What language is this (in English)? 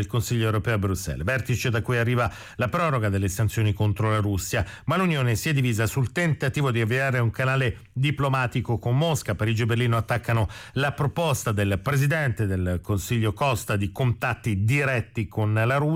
Italian